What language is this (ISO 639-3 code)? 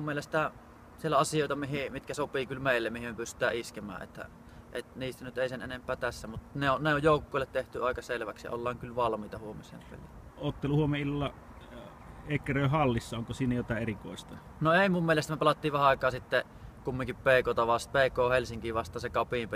fin